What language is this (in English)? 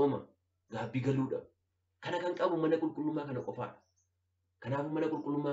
Oromo